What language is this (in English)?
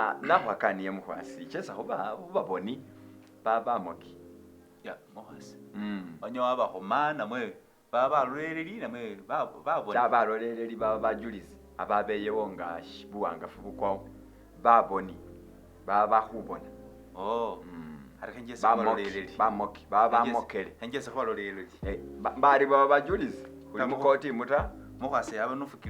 Masaaba